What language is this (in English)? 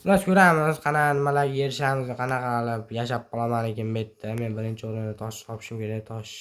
Uzbek